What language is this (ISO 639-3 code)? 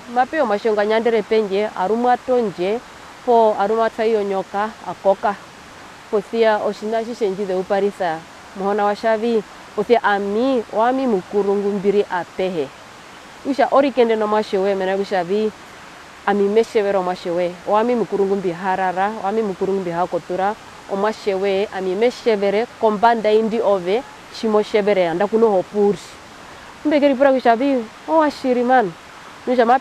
her